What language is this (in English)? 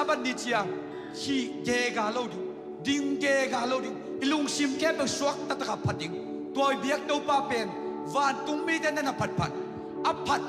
Tedim Chin